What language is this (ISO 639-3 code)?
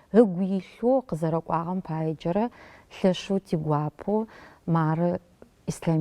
ady